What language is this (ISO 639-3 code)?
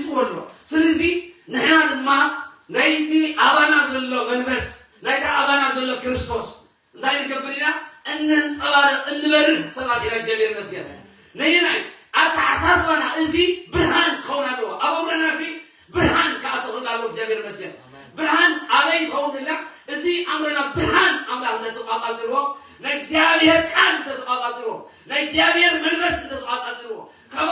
tir